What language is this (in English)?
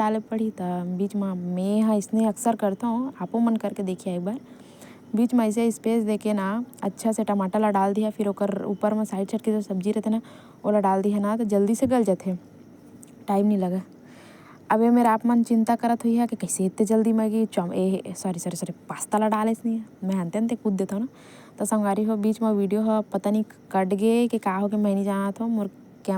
Chhattisgarhi